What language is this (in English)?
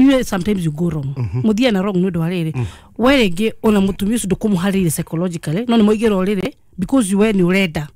Kikuyu